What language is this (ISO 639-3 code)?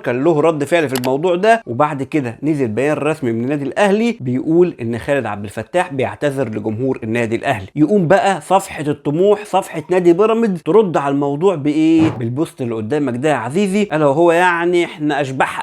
arz